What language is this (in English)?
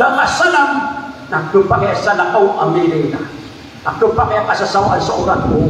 Maranao